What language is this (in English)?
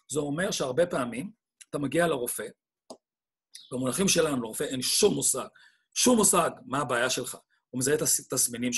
Hebrew